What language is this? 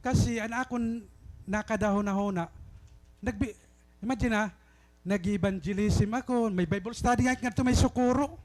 Waray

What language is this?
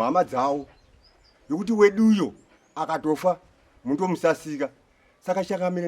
Shona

